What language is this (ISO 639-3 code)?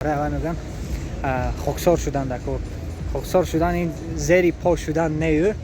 tgk